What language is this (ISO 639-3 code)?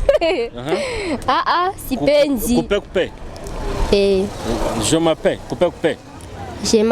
nyo